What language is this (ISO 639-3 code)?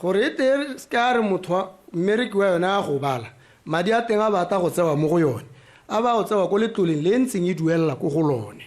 tsn